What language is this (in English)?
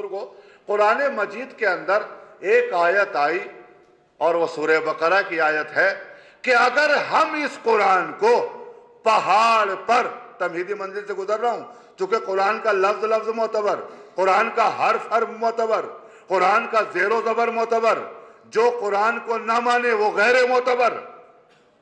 Urdu